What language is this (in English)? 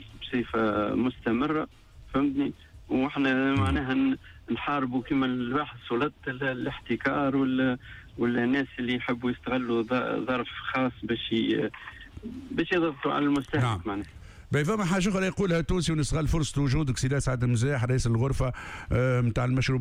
Tunisian Arabic